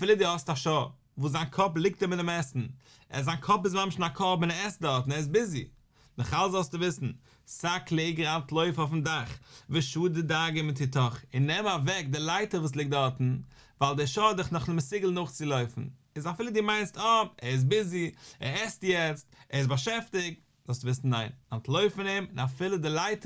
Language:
Yiddish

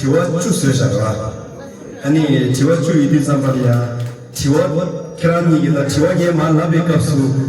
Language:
Tibetan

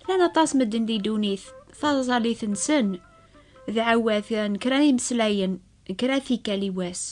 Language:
Kabyle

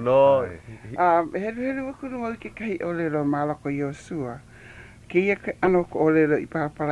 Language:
Hawaiian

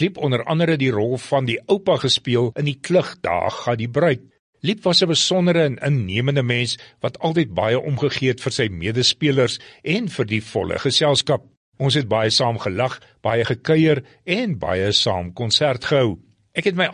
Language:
Afrikaans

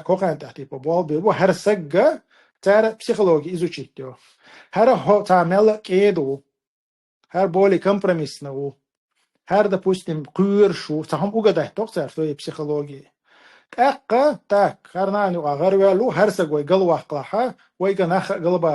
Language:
Chechen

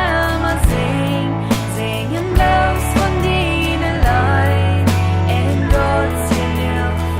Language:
Plautdietsch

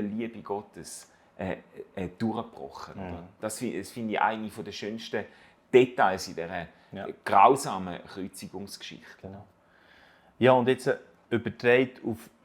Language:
Swiss German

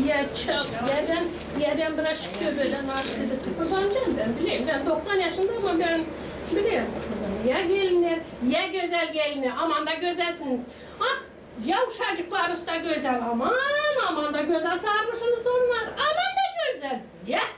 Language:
Gagauz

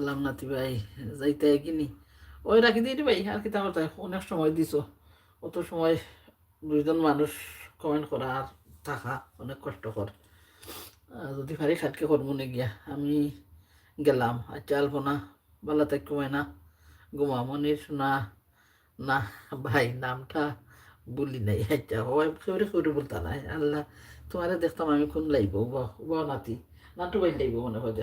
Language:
Sylheti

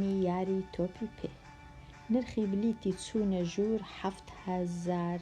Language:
Central Kurdish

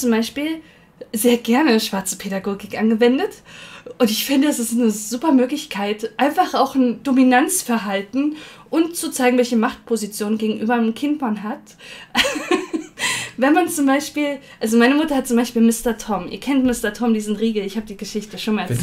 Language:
German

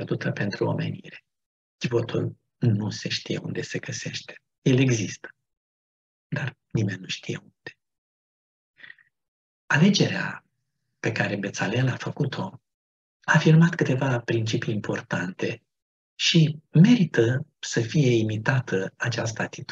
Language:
Romanian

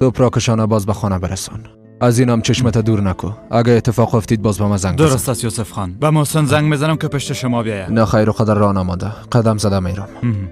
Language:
Persian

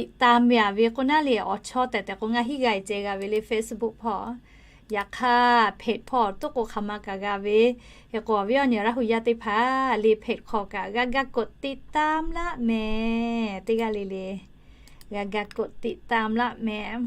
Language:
Lahu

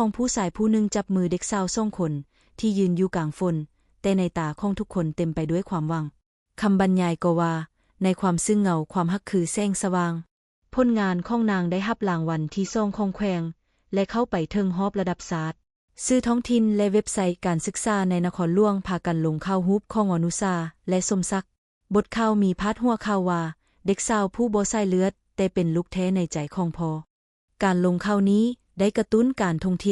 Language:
Lao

